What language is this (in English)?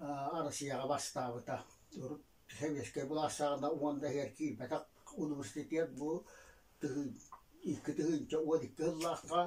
Yakut